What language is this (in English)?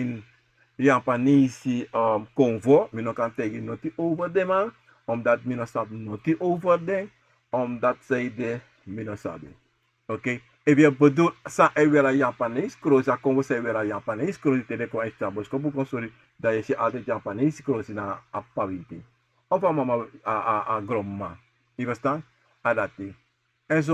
Sranan Tongo